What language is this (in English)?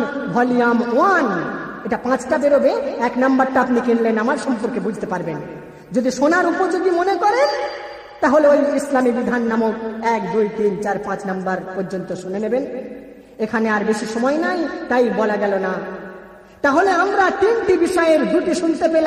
Bangla